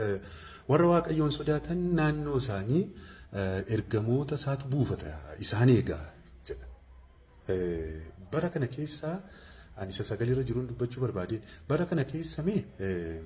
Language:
Oromo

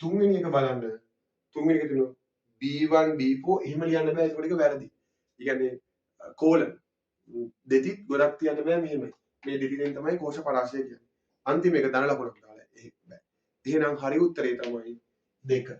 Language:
Sinhala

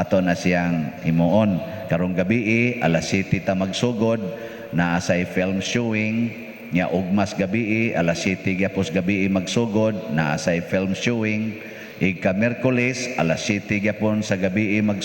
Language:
Cebuano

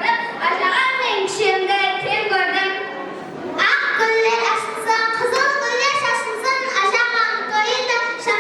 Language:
Kara-Kalpak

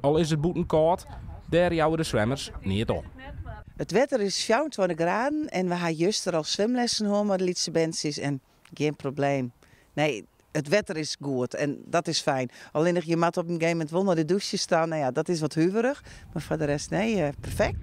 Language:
Western Frisian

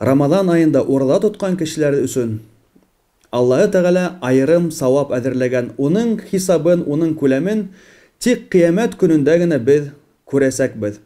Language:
Bashkir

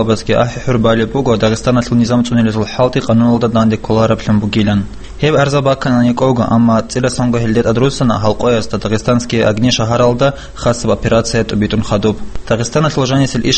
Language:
Avaric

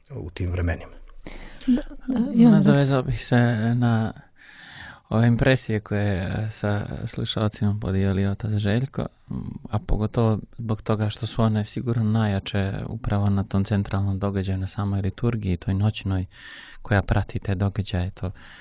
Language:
Croatian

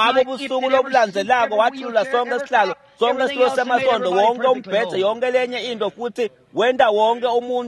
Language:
Swati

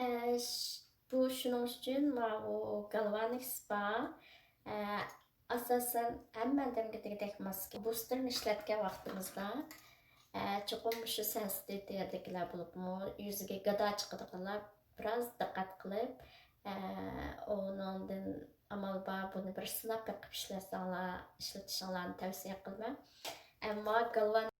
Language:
Uyghur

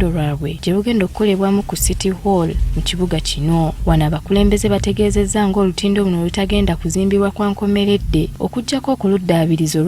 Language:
Ganda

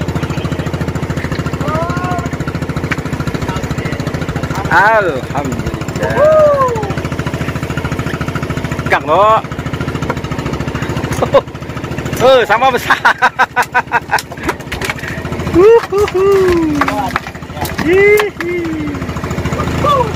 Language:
Malay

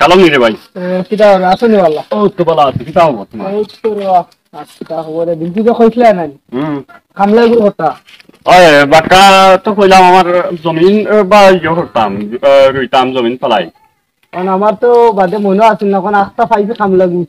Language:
Sylheti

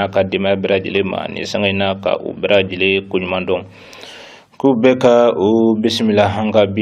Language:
Bambara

